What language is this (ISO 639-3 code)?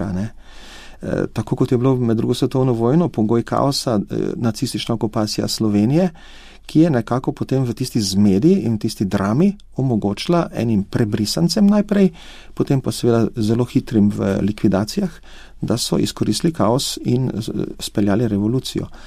slv